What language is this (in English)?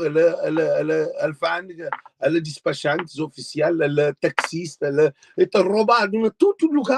Kabuverdianu